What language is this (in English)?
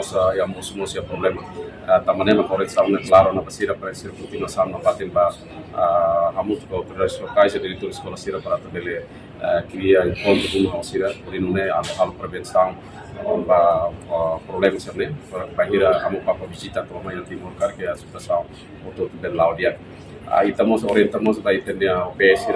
Tetum